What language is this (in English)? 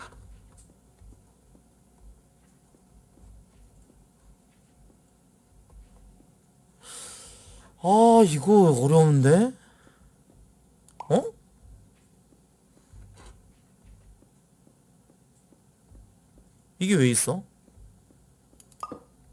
Korean